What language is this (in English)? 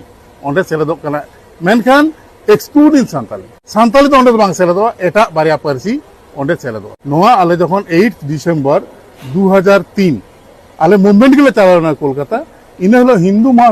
Santali